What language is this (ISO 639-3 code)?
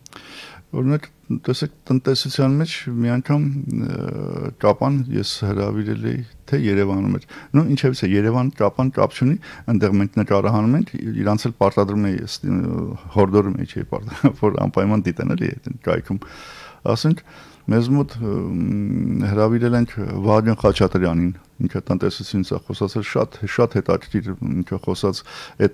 hye